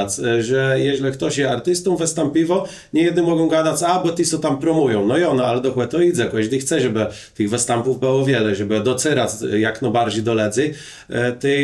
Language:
Kashubian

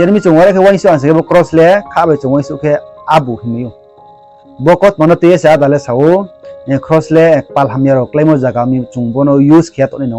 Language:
Riang (India)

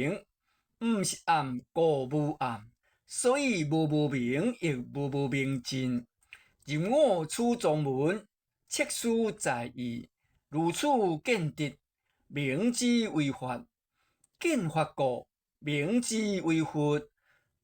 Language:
Min Nan Chinese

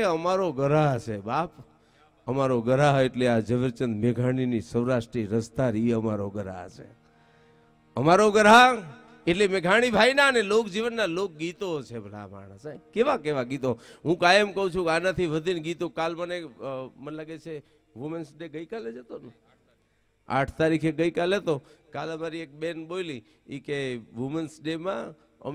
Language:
Gujarati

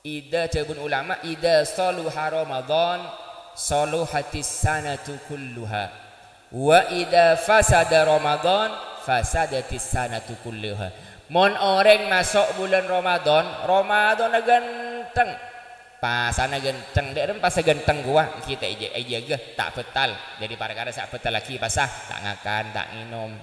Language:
Madurese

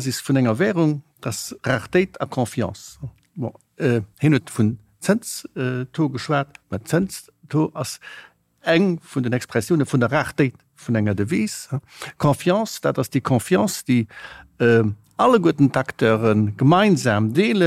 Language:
Luxembourgish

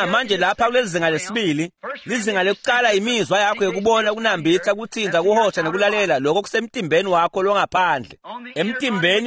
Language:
Swati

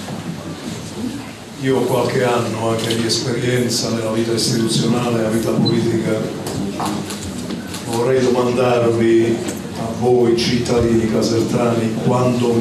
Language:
Italian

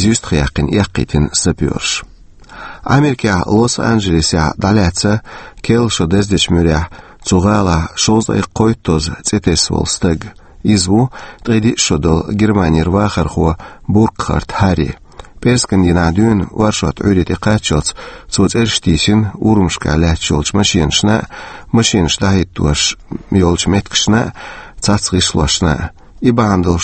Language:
Chechen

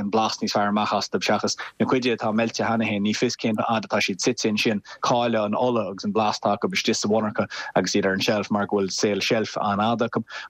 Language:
Irish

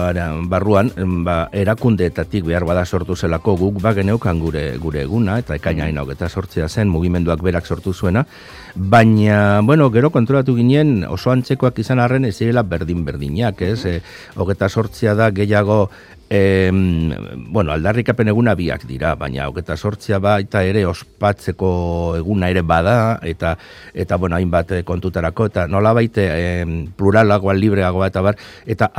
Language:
Basque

